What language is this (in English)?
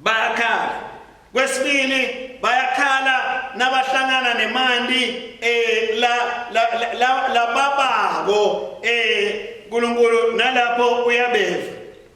Swati